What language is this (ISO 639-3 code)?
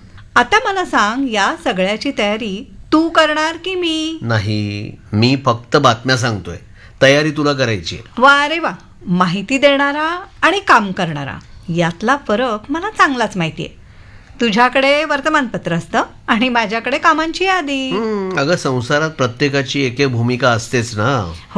mar